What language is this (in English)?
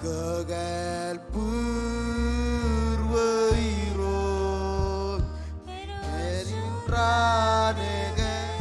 Marshallese